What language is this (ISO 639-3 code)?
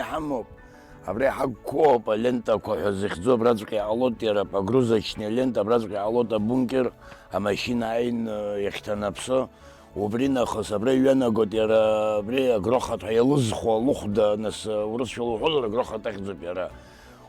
abk